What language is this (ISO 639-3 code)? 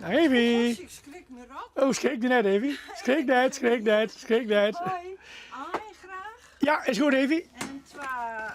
fry